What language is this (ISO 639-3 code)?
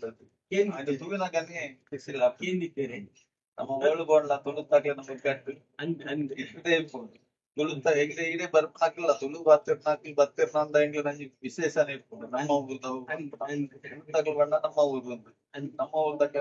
tcy